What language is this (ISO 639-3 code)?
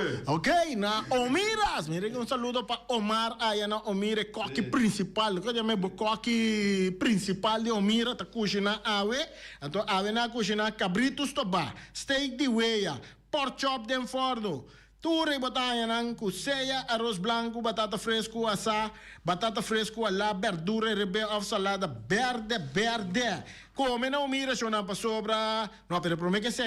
pap